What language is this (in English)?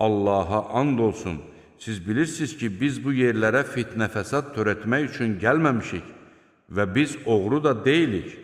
Azerbaijani